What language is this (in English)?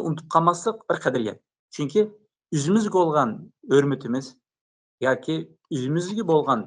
Uyghur